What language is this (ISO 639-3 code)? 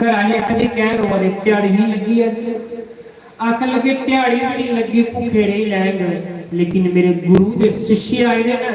doi